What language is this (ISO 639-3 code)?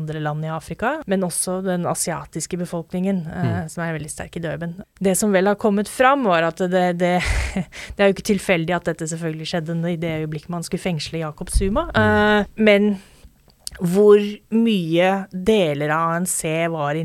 nor